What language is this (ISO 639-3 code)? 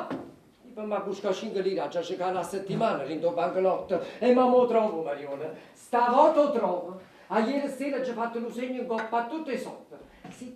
nap